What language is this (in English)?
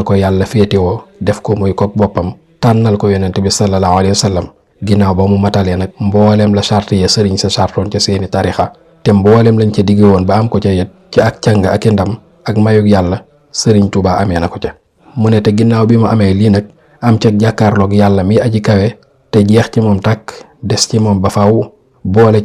Wolof